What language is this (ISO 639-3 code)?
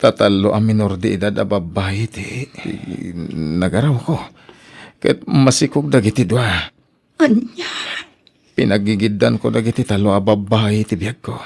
ilo